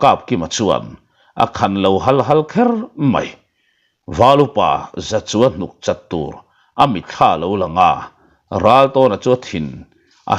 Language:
Mizo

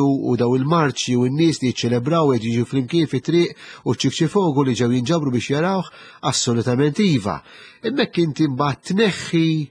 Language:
Maltese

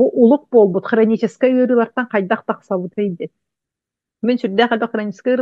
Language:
Yakut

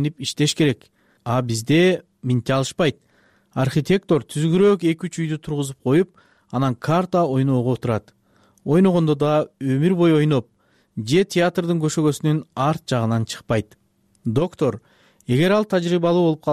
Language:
Kyrgyz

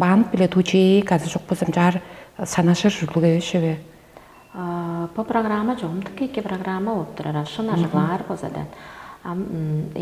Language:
Tuvinian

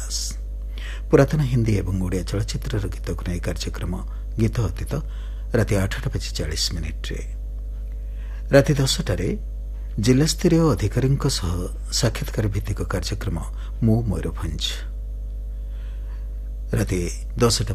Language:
Odia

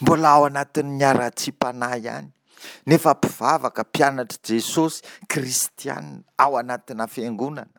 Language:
Malagasy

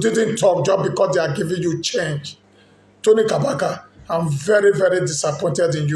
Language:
Nigerian Pidgin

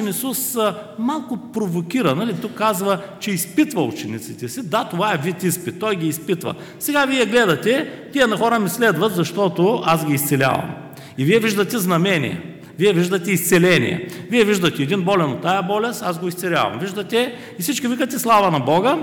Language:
Bulgarian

